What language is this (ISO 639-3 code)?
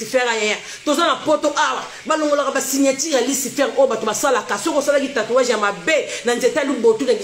lin